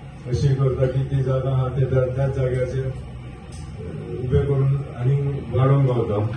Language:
Konkani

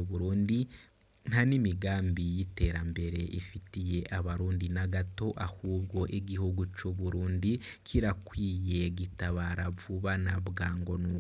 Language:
Rundi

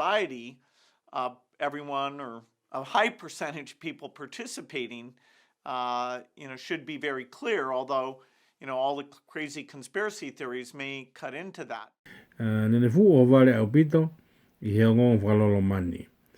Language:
Tongan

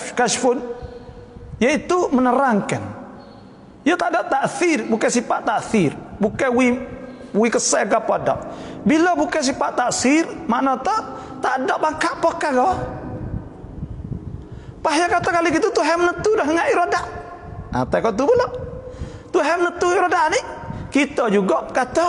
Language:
Malay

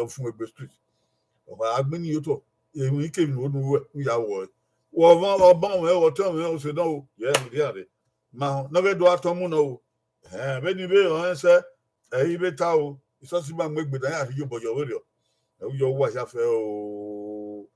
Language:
Bini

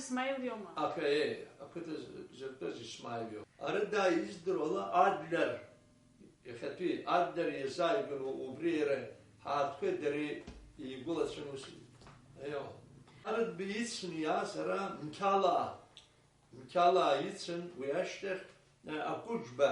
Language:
Abkhazian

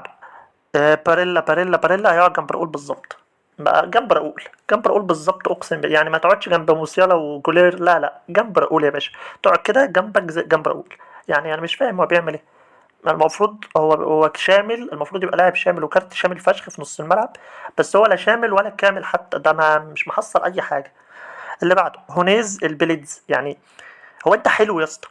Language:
Egyptian Arabic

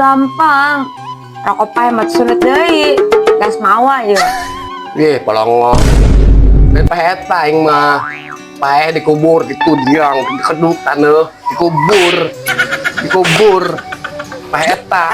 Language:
Sundanese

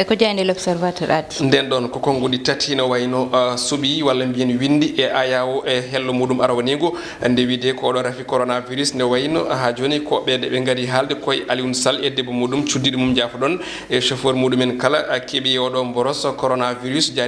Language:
Fula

